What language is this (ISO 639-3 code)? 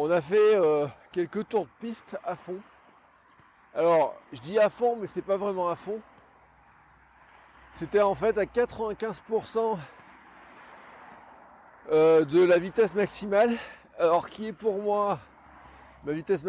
fra